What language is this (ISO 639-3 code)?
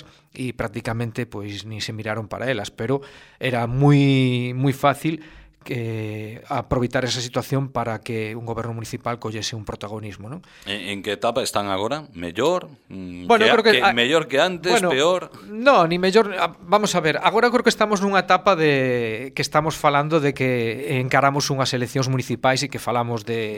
glg